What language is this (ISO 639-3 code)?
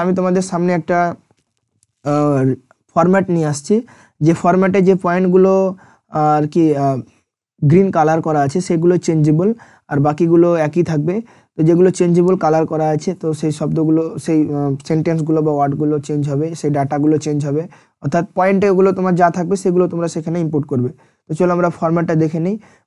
ben